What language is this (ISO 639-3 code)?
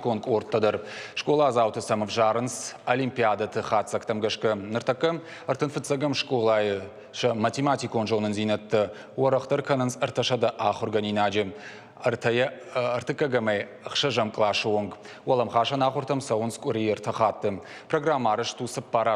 oss